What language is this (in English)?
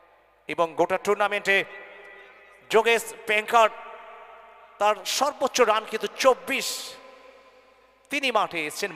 Bangla